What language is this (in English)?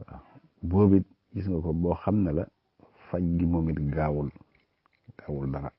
Wolof